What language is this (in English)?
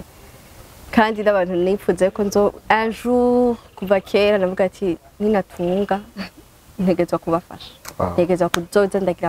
Rundi